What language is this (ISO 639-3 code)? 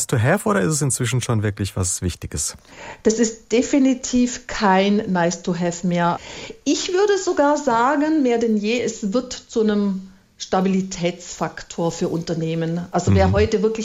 deu